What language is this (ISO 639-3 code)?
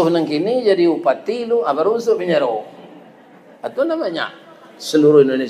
min